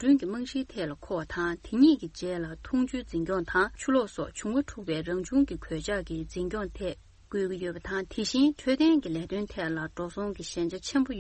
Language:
Tibetan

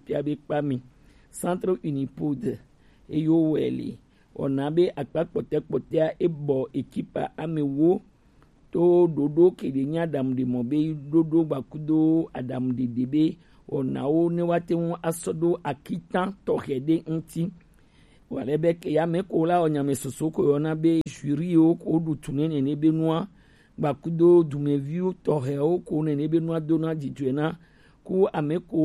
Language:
Gen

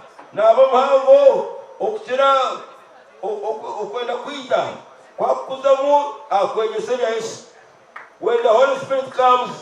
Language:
Nyankole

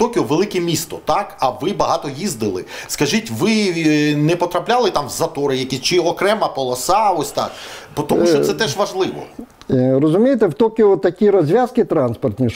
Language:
Ukrainian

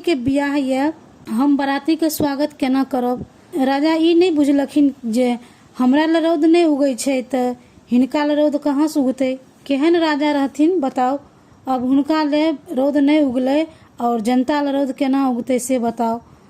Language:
Maithili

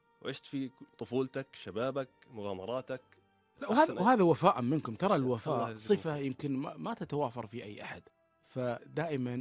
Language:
Gulf Arabic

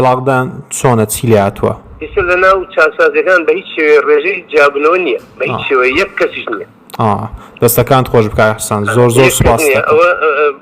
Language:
Central Kurdish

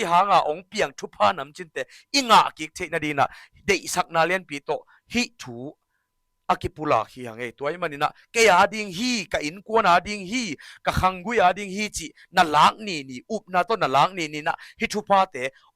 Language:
Tedim Chin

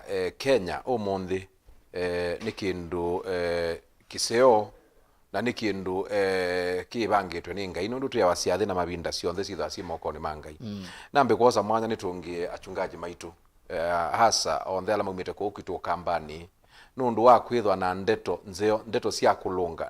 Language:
Kamba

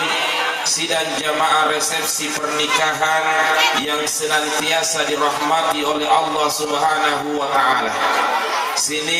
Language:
Buginese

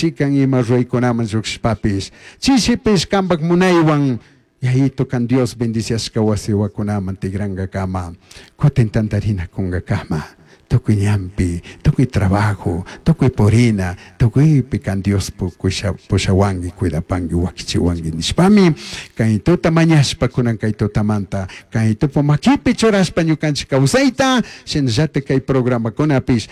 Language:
Chimborazo Highland Quichua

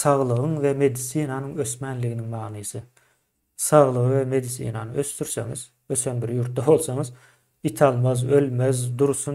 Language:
Turkmen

